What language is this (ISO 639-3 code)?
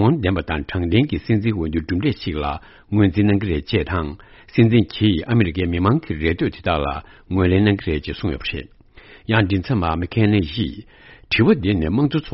bod